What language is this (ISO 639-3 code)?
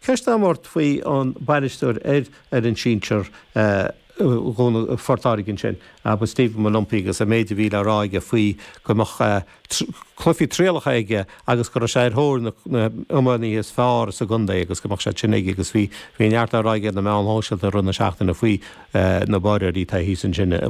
gle